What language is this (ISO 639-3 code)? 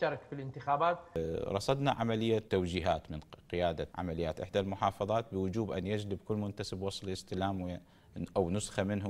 acm